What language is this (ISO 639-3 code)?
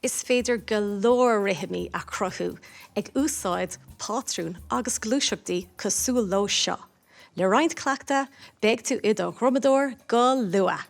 gle